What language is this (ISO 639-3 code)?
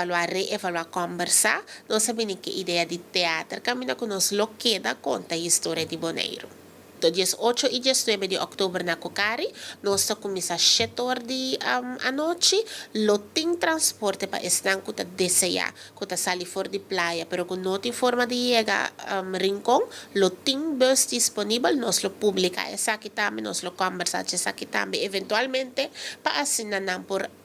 pap